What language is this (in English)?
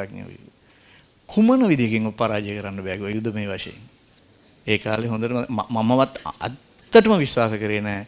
Sinhala